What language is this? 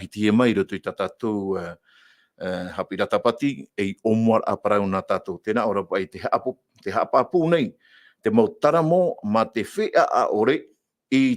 Tahitian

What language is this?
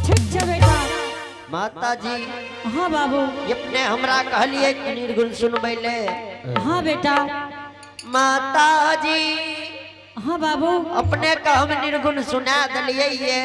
Angika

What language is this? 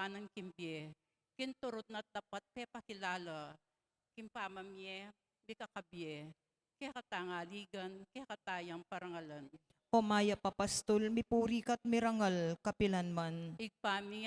Pampanga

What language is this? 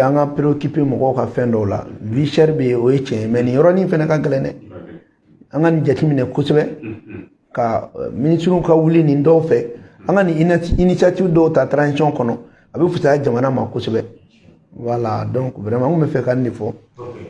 Bambara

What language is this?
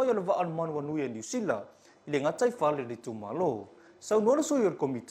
Samoan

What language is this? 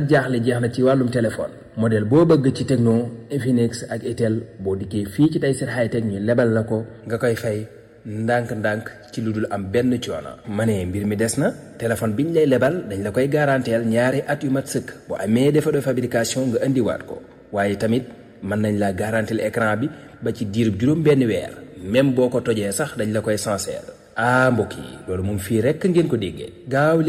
Wolof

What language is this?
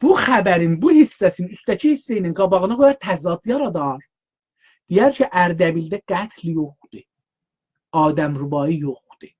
South Azerbaijani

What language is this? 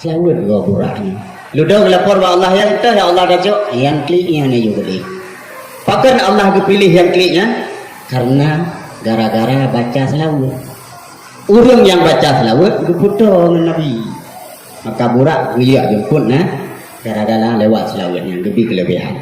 Achinese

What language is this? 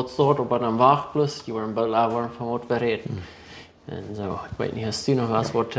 Plautdietsch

